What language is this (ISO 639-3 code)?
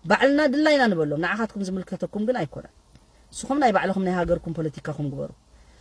tir